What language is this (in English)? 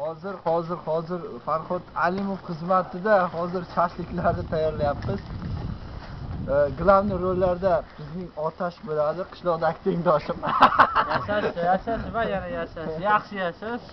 Uzbek